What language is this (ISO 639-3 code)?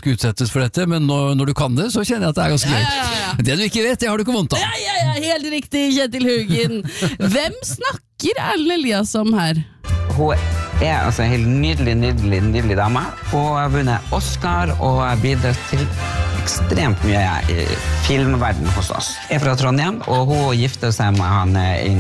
nor